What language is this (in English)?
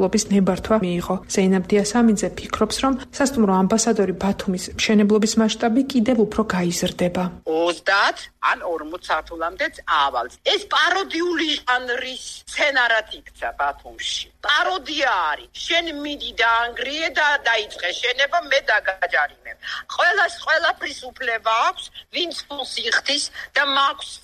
Georgian